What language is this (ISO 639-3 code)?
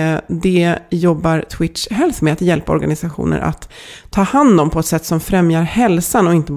swe